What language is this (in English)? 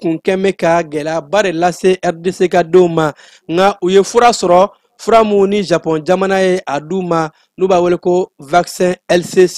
Bambara